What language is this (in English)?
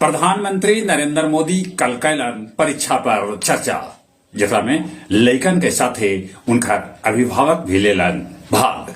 Magahi